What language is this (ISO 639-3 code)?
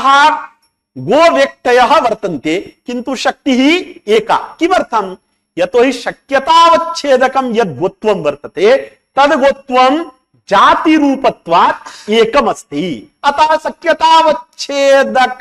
san